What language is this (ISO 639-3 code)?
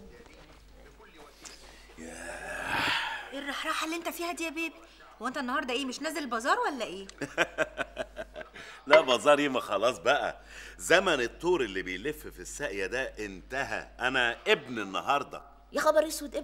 arz